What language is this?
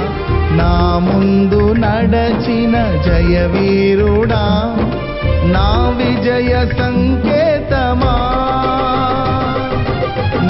Telugu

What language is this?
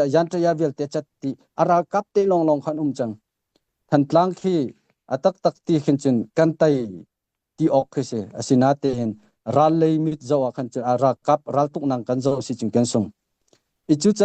Hakha Chin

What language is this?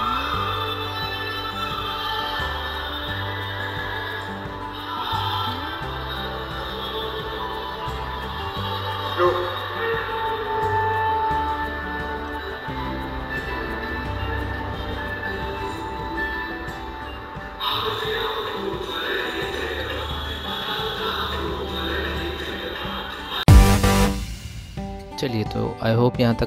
Hindi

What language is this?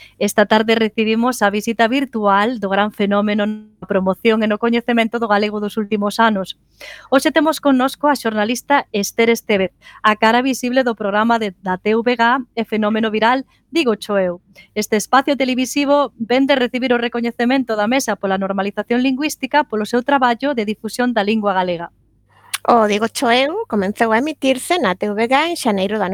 Galician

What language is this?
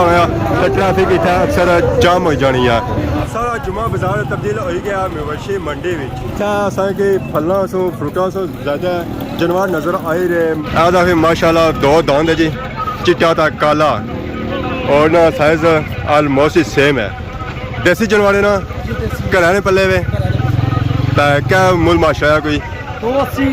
Pahari-Potwari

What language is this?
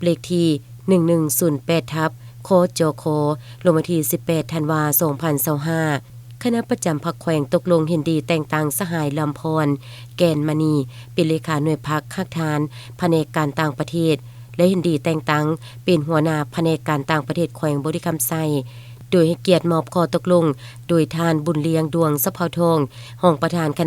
Lao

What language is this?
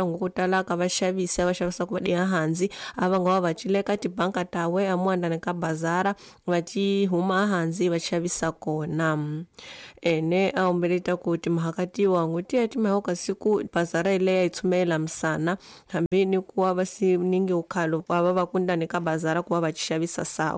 Tsonga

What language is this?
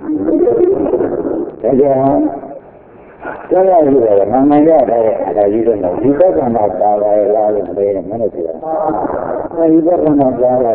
Burmese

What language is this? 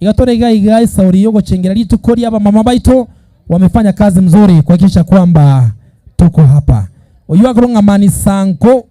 Gusii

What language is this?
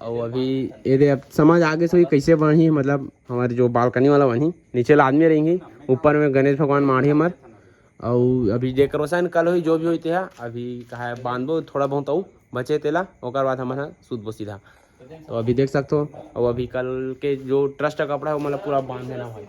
Chhattisgarhi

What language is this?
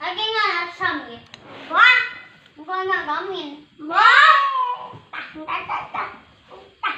Madurese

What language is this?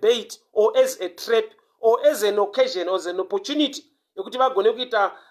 Shona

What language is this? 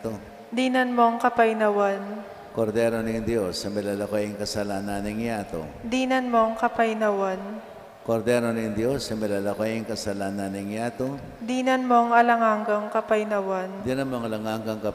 Pampanga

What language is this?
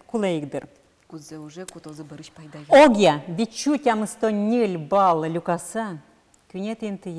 Udmurt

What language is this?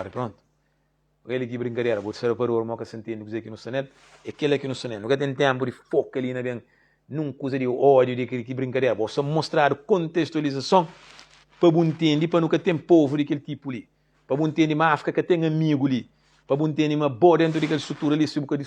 Kabuverdianu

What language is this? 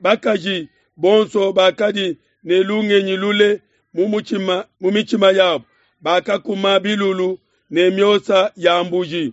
Luba-Lulua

